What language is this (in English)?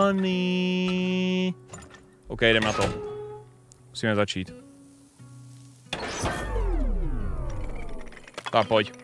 Czech